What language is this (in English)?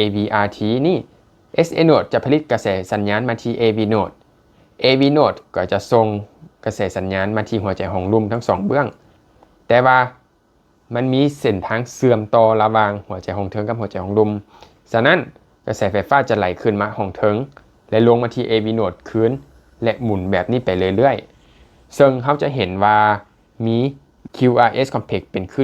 Lao